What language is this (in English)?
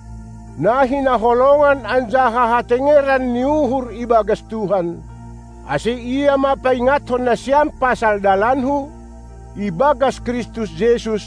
Batak Simalungun